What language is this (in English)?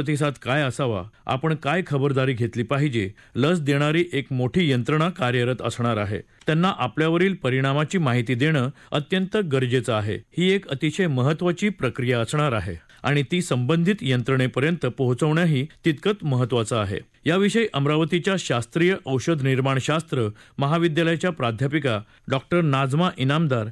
Marathi